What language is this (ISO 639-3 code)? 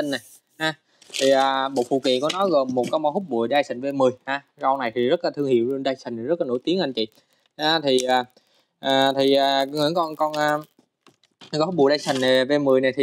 vie